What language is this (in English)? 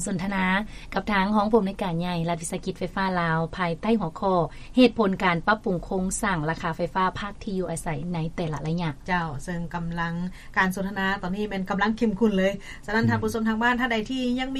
Lao